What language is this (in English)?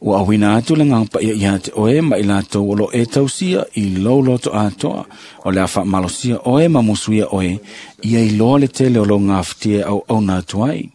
Samoan